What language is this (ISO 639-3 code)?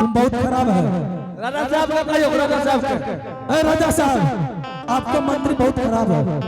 anp